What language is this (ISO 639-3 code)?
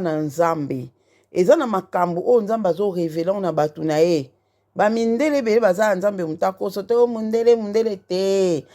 lin